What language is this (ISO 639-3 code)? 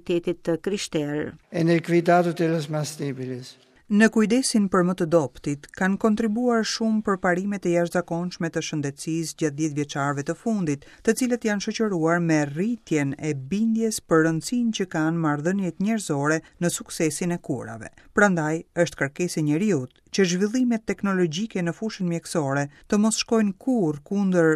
sqi